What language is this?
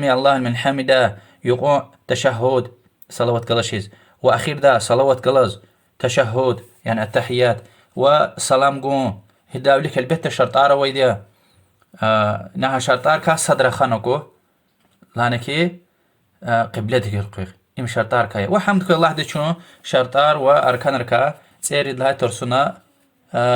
Lezghian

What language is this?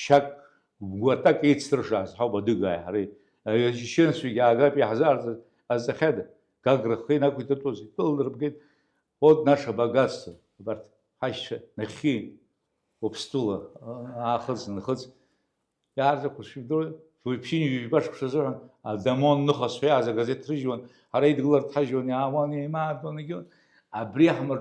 Abkhazian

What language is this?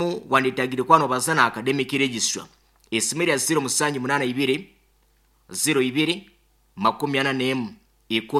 Nyankole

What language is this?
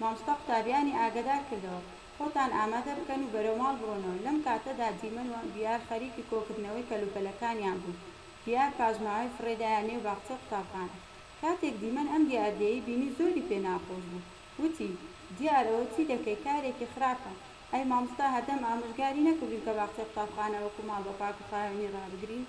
Central Kurdish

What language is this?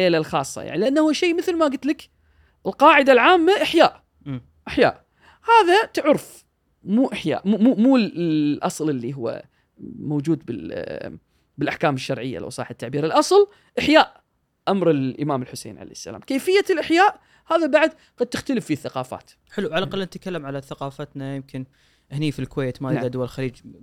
Gulf Arabic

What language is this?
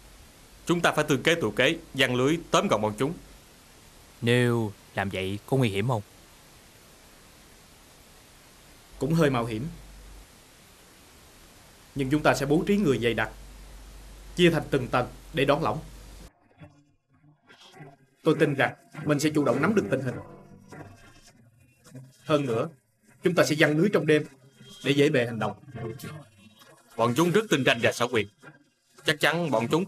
Vietnamese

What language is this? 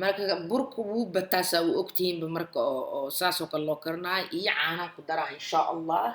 Somali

